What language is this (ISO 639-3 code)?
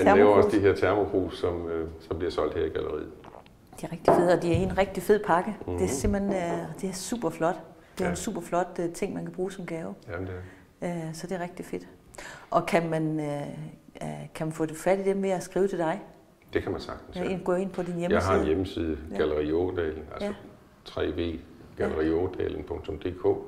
dan